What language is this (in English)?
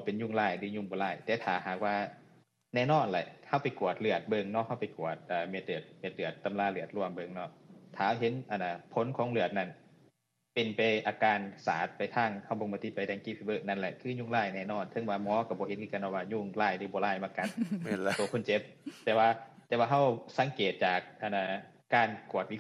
Lao